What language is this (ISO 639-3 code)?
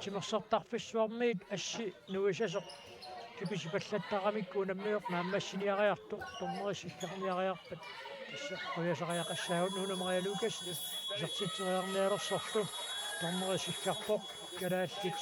kal